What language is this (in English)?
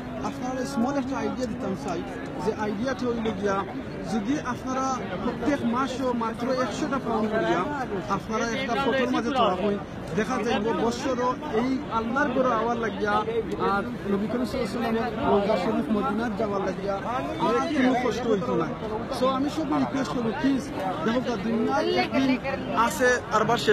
Sylheti